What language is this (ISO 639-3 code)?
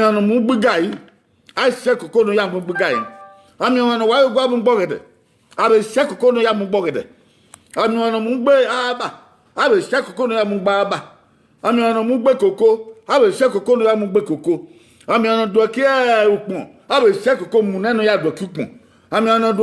bin